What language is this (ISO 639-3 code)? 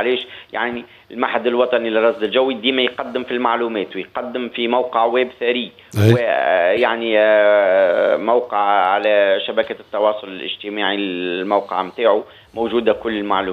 aeb